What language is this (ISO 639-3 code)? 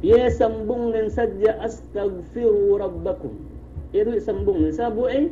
yka